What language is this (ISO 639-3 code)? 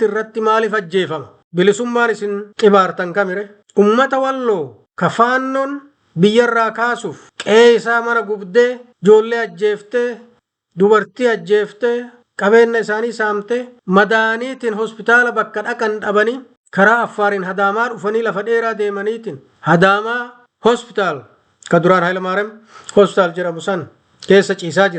orm